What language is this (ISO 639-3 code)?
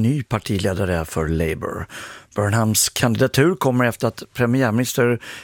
swe